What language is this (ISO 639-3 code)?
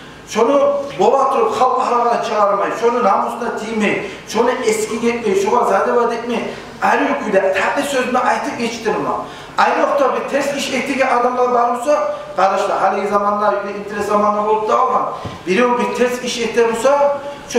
kum